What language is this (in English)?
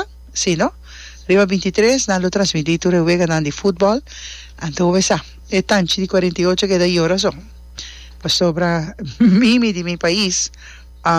Papiamento